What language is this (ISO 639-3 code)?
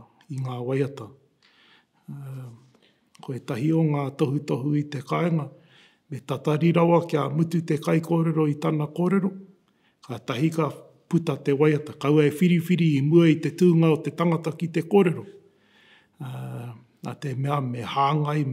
mri